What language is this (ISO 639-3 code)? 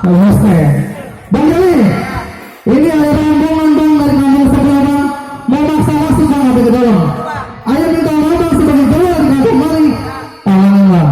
bew